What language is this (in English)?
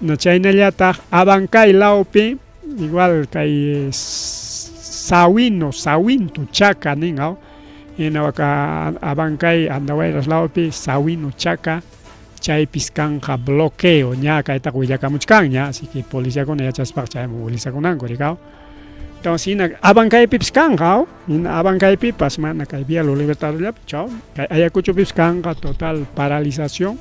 Ayacucho Quechua